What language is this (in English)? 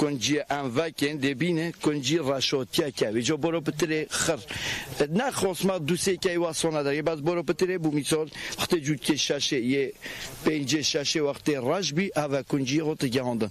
Central Kurdish